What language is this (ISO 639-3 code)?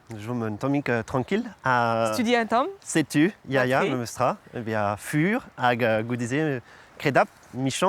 bre